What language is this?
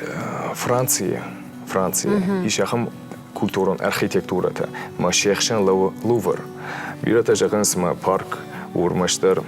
Ossetic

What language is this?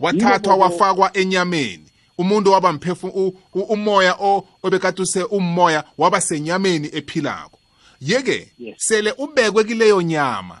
South Ndebele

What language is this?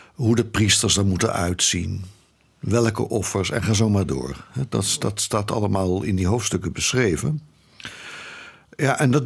Dutch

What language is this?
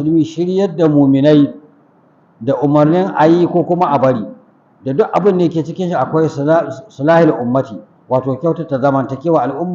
Hausa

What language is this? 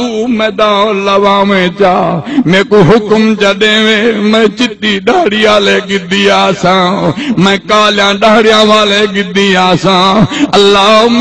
Saraiki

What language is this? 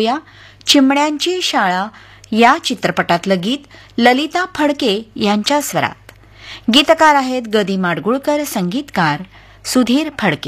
Marathi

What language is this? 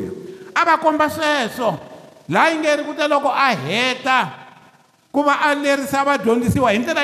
Tsonga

